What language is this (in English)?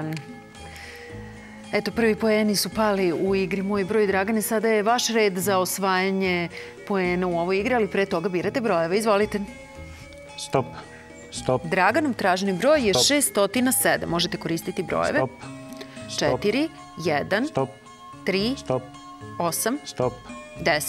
Serbian